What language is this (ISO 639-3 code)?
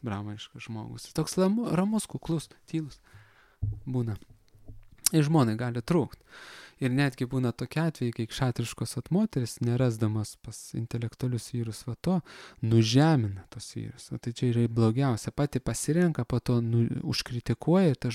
lit